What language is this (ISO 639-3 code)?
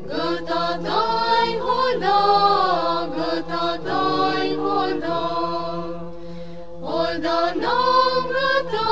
ron